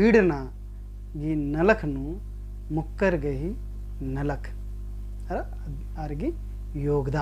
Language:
Kurukh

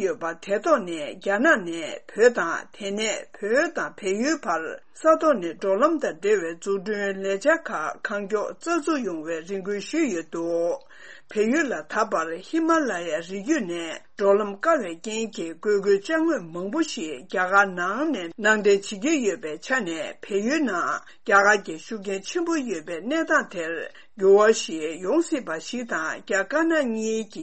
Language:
Tibetan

